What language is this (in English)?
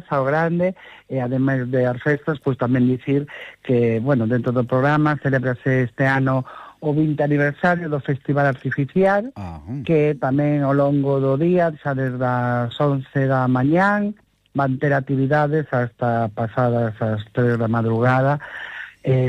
Galician